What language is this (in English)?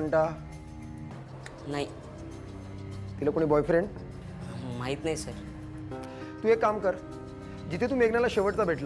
Marathi